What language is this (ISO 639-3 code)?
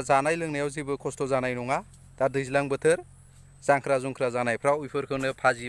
brx